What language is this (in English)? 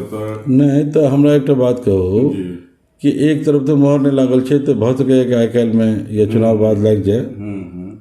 Maithili